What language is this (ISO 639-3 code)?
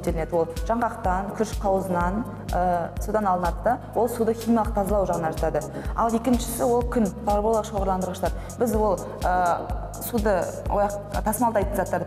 kaz